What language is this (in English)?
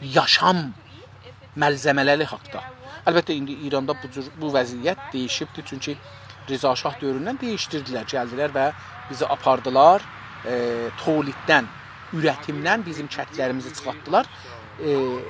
South Azerbaijani